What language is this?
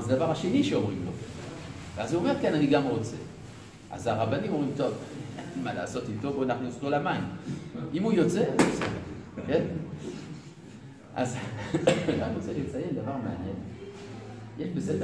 Hebrew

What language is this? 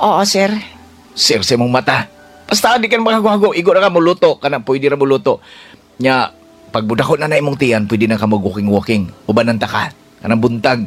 Cebuano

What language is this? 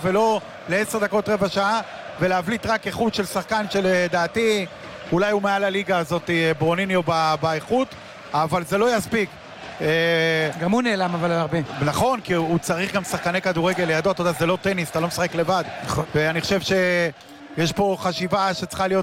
Hebrew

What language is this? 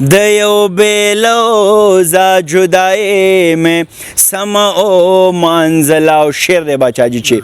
Pashto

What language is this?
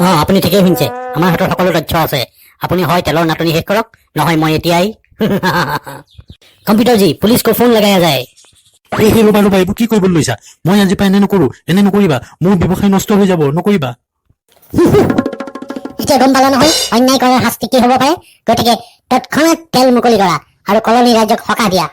Assamese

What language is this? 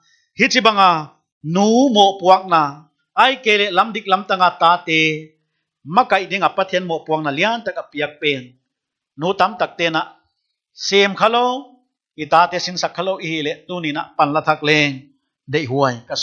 Paite Chin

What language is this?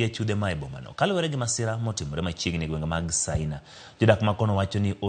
Luo (Kenya and Tanzania)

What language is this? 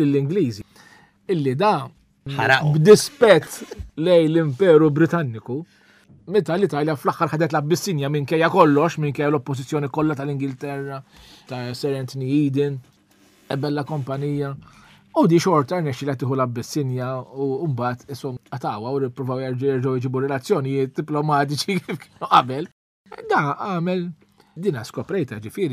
Maltese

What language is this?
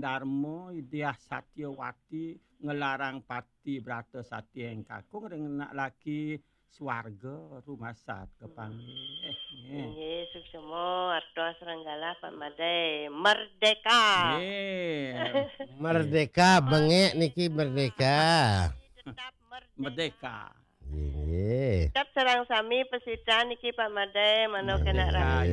Balinese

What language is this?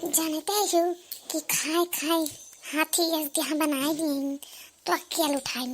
Awadhi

